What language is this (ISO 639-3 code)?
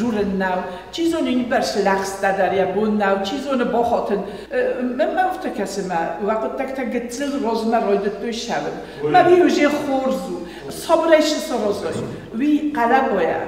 oss